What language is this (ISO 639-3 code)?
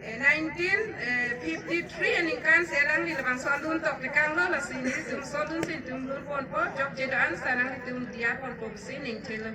mjw